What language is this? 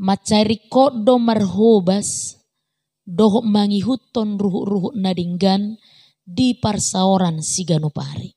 Batak Toba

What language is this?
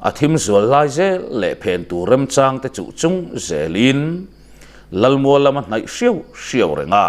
Mizo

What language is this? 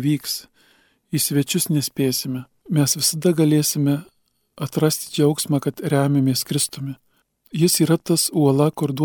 Lithuanian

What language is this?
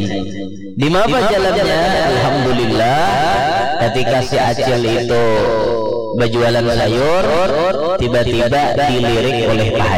Banjar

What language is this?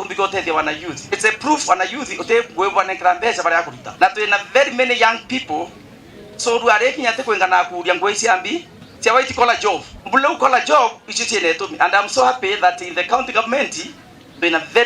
Meru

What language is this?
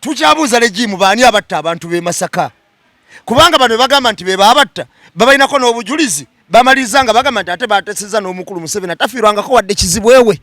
Ganda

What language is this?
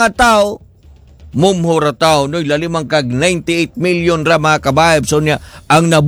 Cebuano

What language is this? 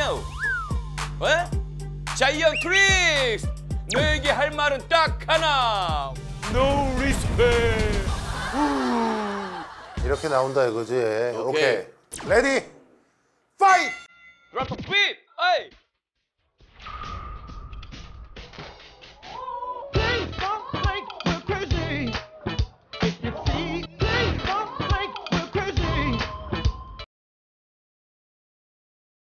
Korean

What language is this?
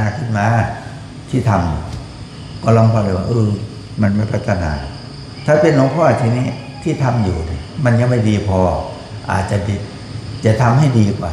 Pali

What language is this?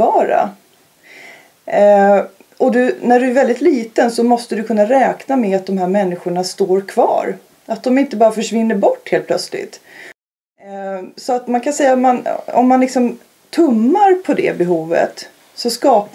Swedish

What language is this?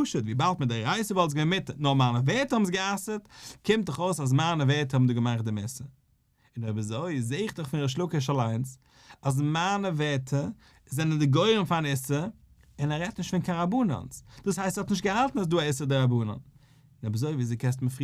Yiddish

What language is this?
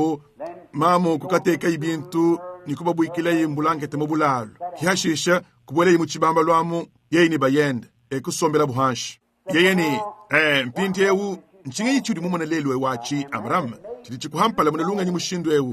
Luba-Lulua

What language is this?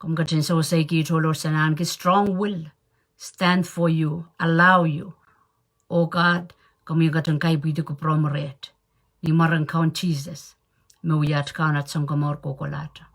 Pohnpeian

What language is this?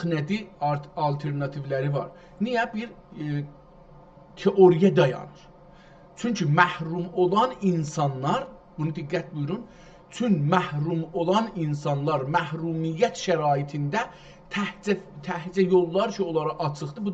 South Azerbaijani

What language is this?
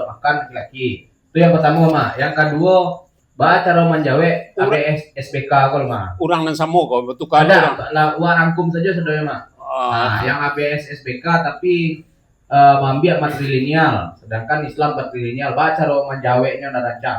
Minangkabau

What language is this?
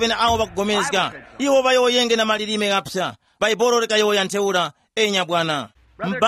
Tumbuka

